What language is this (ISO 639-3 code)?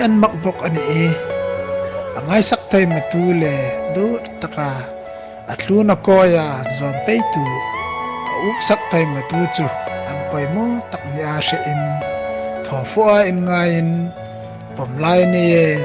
hmr